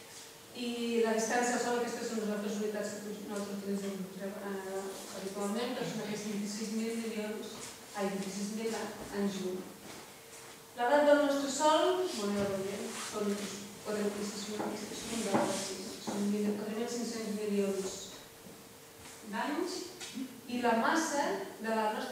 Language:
Catalan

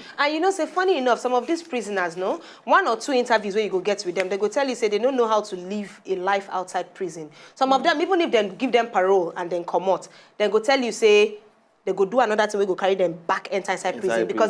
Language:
Nigerian Pidgin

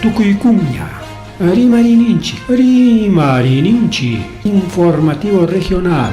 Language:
Ayacucho Quechua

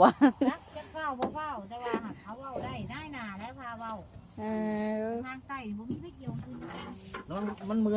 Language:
Northeastern Thai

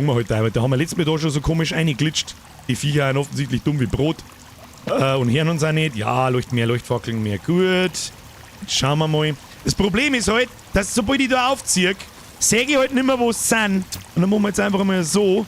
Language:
Bavarian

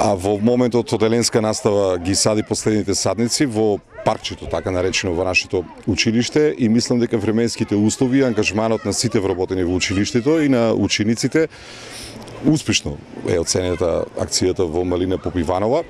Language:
Macedonian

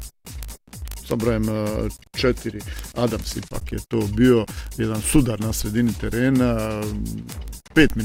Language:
Croatian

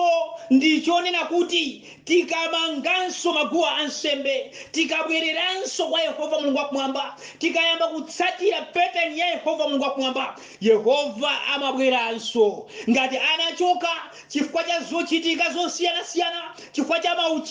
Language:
Nyanja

